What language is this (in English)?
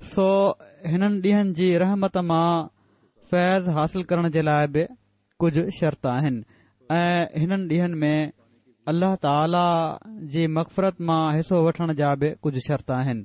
Sindhi